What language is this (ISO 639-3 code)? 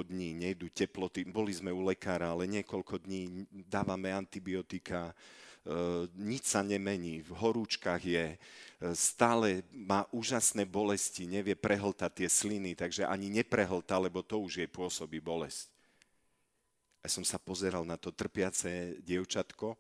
slk